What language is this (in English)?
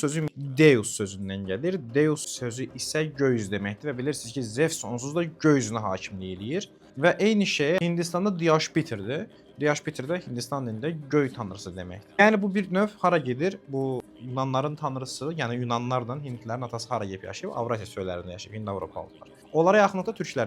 Azerbaijani